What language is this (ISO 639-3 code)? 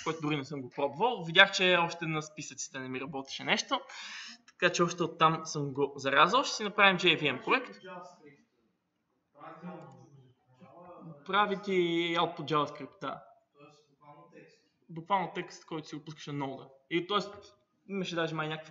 bul